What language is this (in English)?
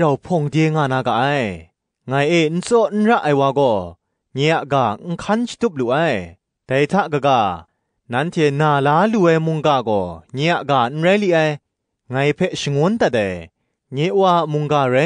Kachin